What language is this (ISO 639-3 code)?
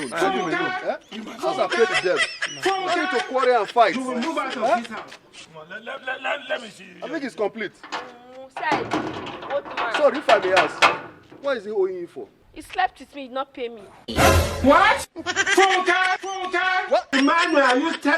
pcm